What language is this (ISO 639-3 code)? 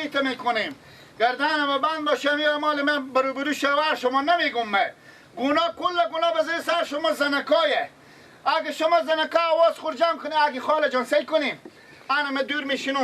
fas